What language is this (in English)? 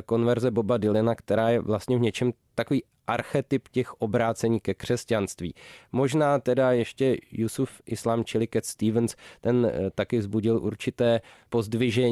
Czech